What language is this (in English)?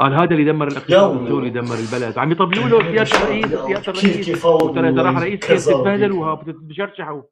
North Levantine Arabic